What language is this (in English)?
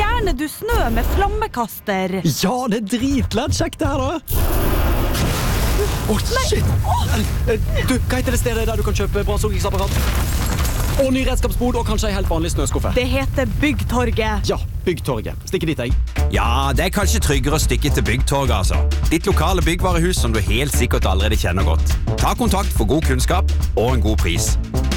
Norwegian